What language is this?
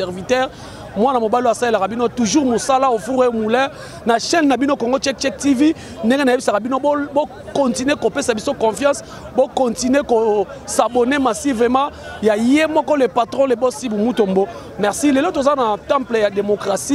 Lingala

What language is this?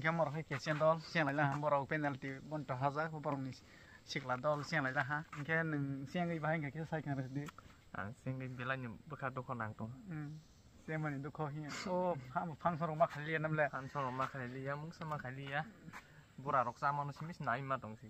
Kok Borok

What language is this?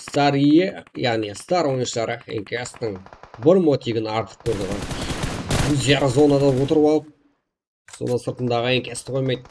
Kara-Kalpak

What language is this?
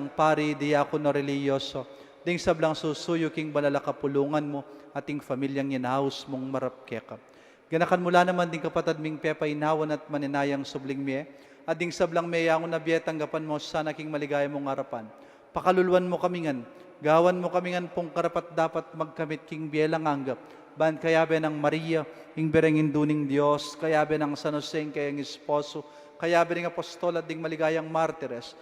Pampanga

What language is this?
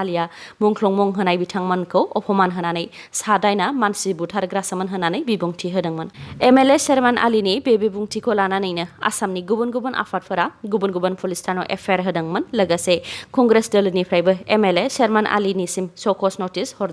Bodo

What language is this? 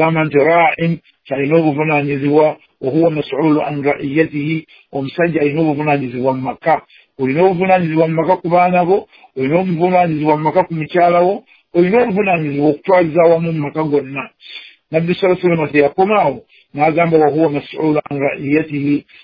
Ganda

